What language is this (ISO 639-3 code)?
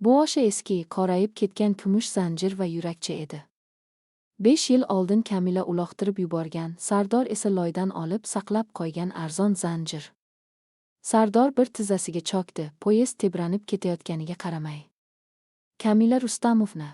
uzb